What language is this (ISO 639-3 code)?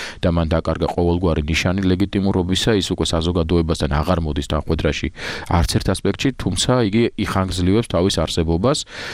kat